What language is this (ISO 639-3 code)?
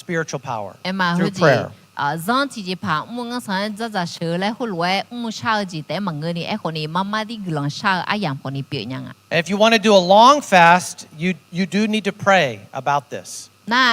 ahk